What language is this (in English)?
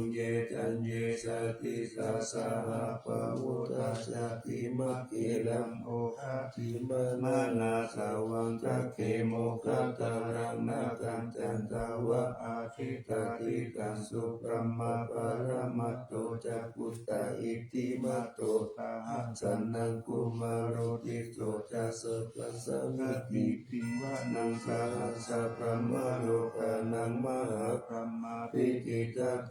Pali